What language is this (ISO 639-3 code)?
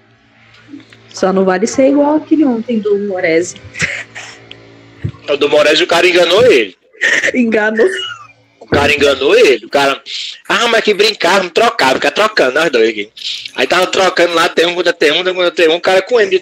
por